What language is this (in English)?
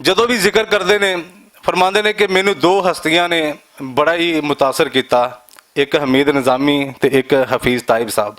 Western Panjabi